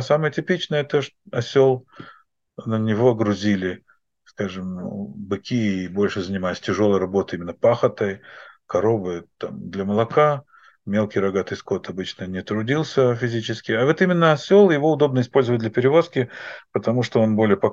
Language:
Russian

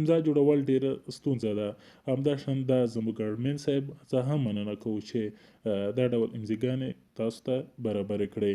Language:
Pashto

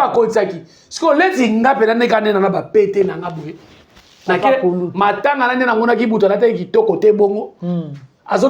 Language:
Lingala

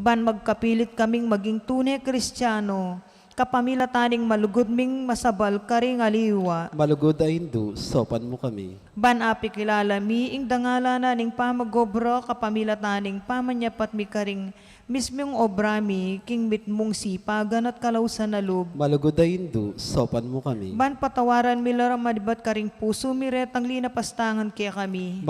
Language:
Pampanga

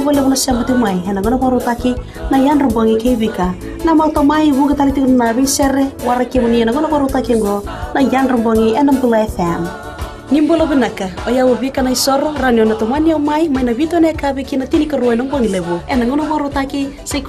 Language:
Fijian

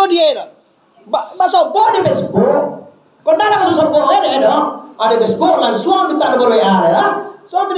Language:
Minangkabau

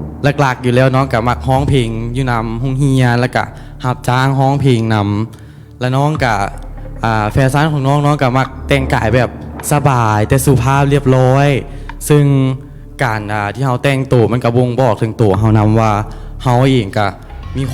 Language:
Lao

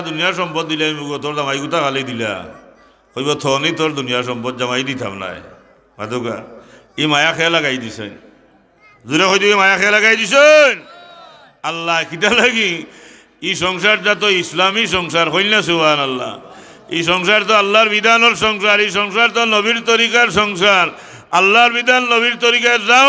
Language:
Sylheti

